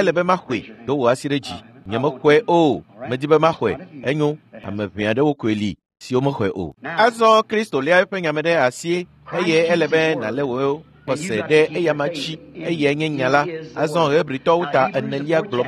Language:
Ewe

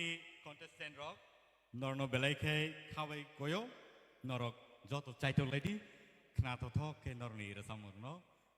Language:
Kok Borok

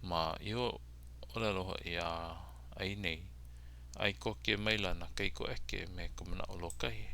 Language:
Hawaiian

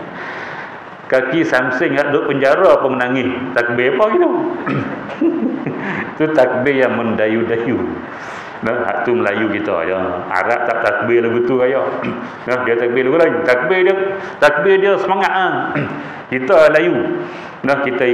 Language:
Malay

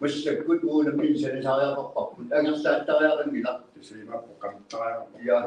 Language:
Kalaallisut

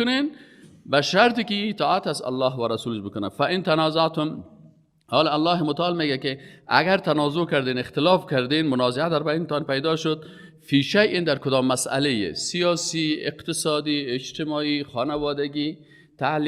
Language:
Persian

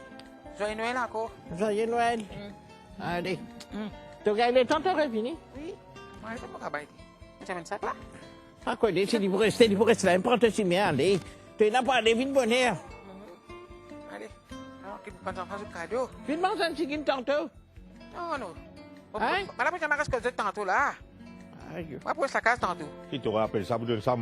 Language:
Morisyen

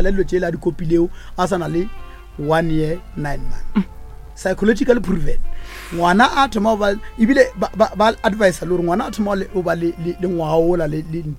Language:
Northern Sotho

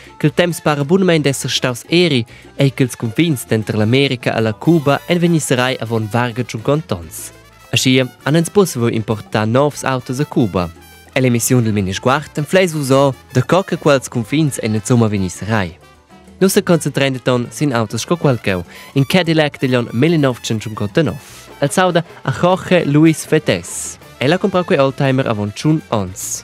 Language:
Romansh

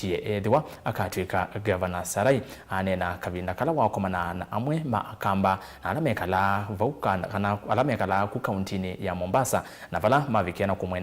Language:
Kamba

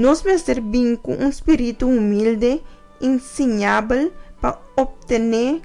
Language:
Papiamento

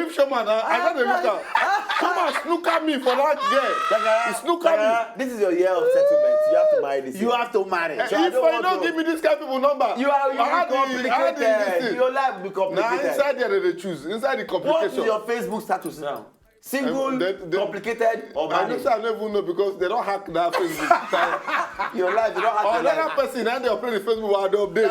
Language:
Nigerian Pidgin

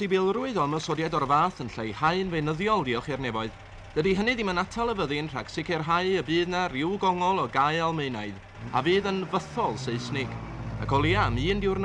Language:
Welsh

